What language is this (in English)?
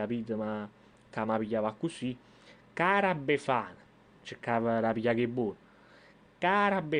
Neapolitan